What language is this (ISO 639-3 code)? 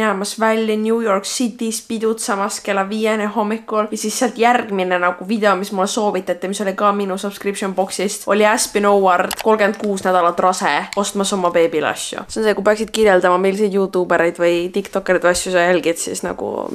est